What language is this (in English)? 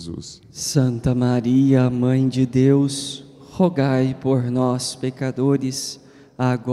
Portuguese